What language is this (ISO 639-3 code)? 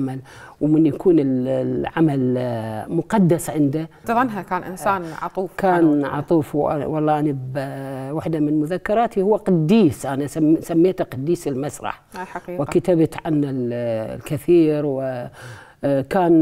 acm